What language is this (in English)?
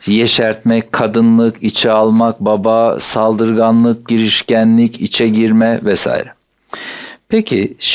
Turkish